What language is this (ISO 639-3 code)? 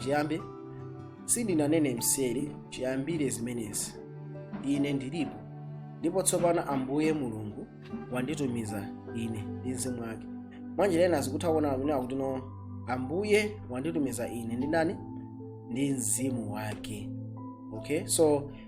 nya